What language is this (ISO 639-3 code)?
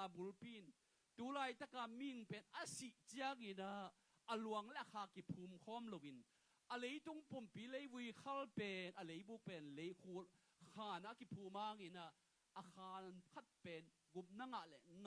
ctd